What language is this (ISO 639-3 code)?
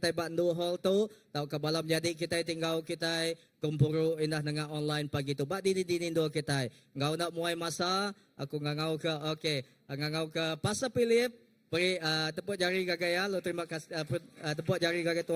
iba